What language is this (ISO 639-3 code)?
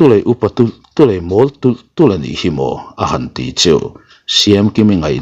lus